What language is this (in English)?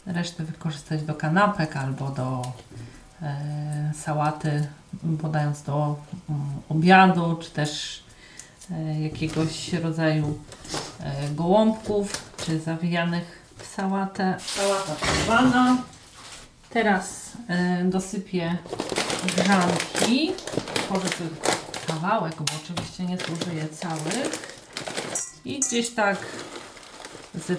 Polish